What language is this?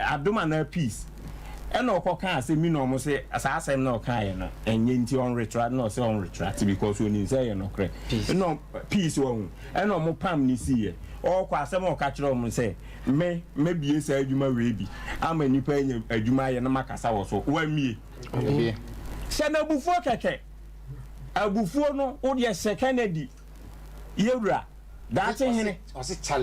Akan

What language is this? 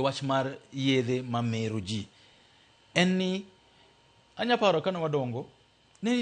Luo (Kenya and Tanzania)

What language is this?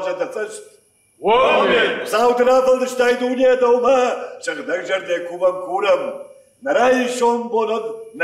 Ossetic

